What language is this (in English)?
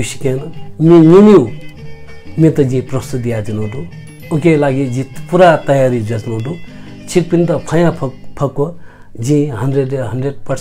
Newari